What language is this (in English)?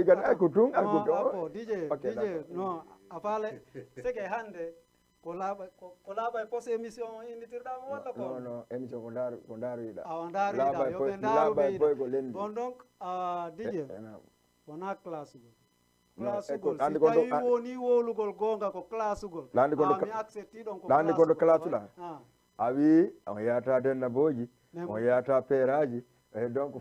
Fula